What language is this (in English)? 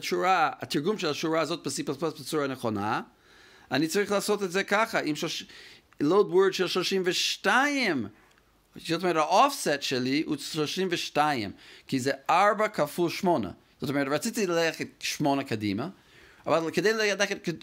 Hebrew